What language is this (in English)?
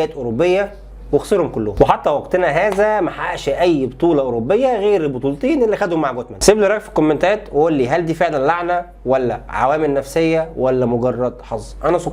Egyptian Arabic